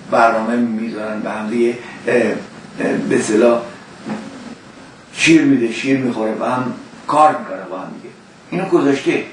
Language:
Persian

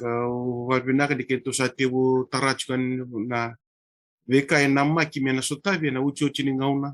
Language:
Fijian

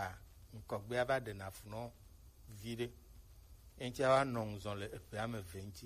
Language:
Gen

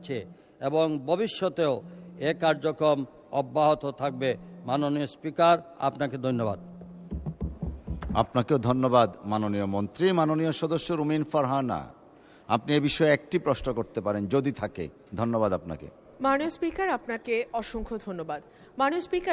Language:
Bangla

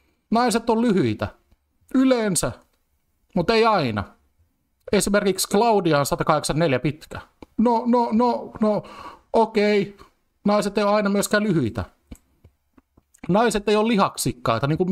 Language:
Finnish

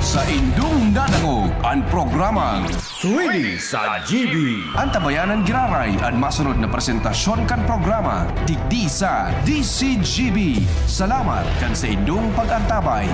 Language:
Bikol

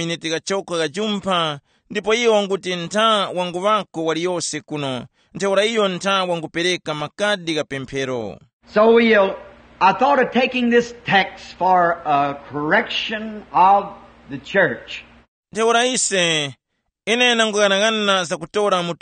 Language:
Tumbuka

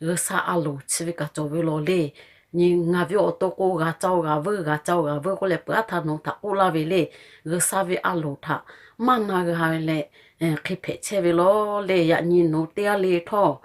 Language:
Lahu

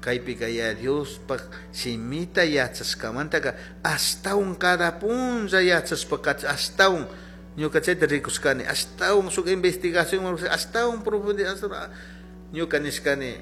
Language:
Chimborazo Highland Quichua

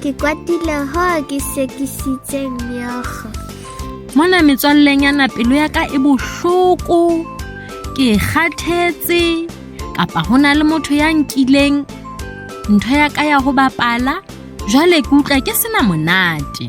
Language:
Southern Sotho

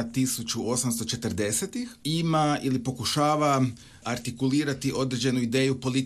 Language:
Croatian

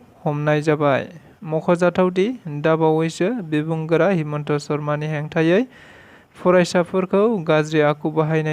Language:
Bodo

